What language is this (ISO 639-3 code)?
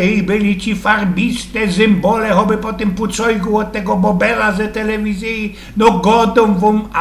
szl